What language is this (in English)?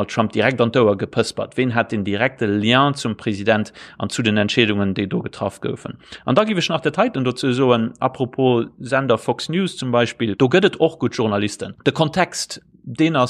Luxembourgish